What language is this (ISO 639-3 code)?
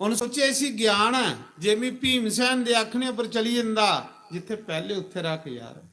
doi